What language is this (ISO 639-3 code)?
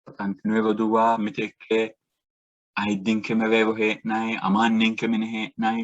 sid